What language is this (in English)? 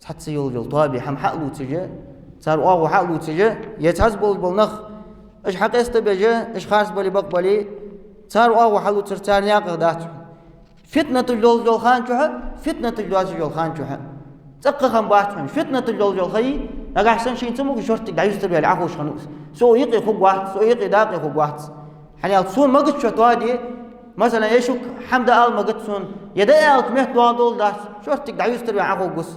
Ingush